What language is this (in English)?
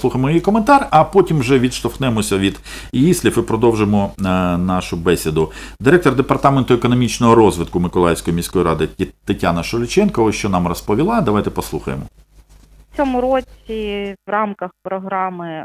Ukrainian